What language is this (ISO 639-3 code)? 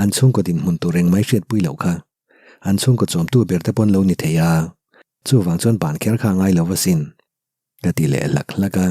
lus